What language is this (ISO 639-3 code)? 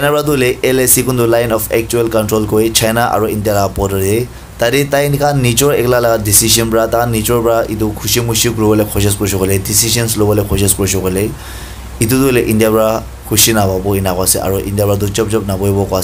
nag